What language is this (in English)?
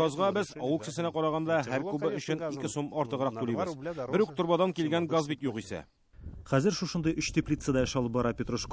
Tatar